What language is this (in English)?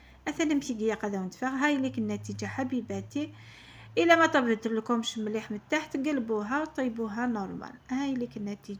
Algerian Arabic